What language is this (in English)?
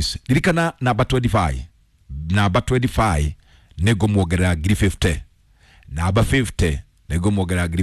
Kikuyu